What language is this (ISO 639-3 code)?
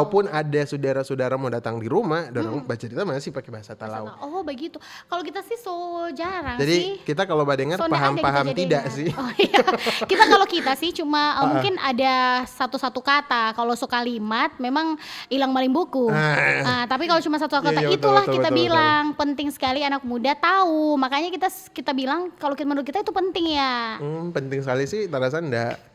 xmm